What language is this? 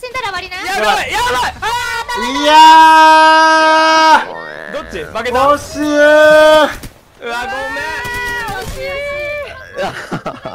Japanese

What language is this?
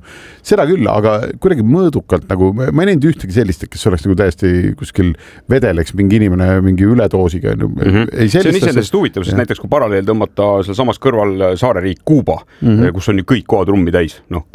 Estonian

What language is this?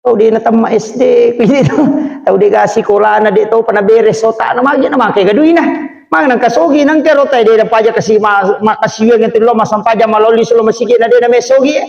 Buginese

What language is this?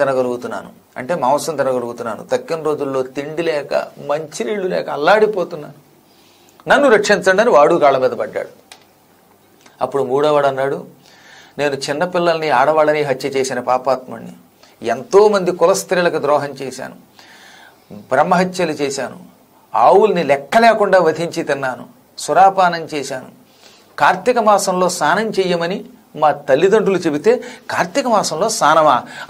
Telugu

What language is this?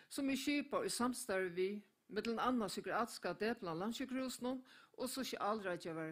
Faroese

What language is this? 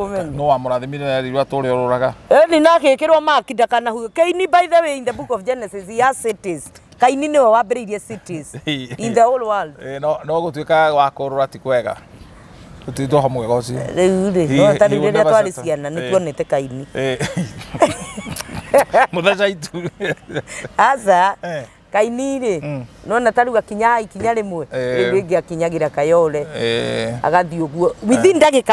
Kikuyu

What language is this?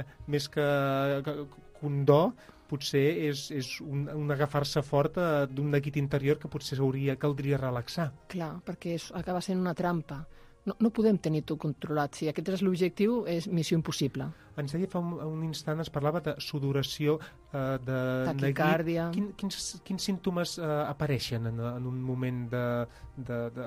Catalan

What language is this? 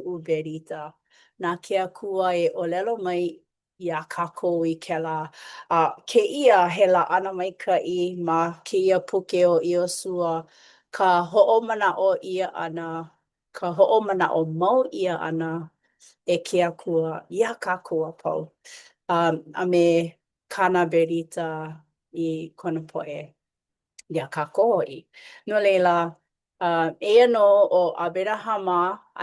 Hawaiian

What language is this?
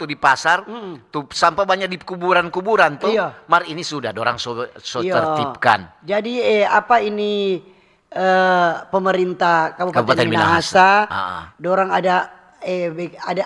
Manado Malay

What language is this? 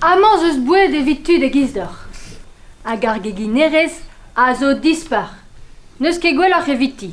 Breton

